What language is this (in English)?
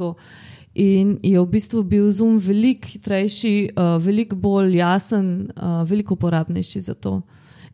Slovenian